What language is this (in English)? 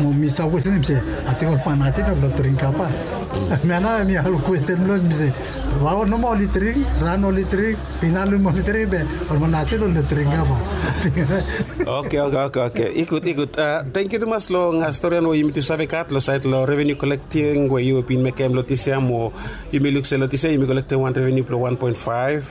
Bislama